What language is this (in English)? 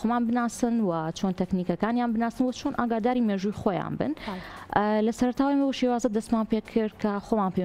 Central Kurdish